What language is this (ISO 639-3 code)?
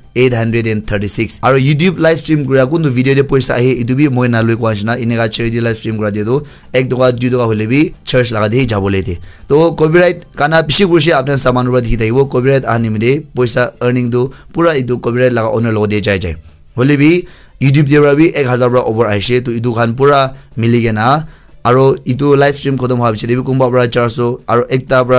nag